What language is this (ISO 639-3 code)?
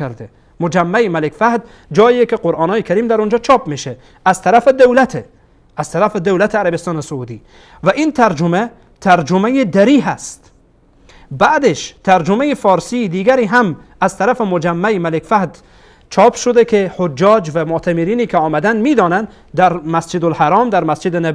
fas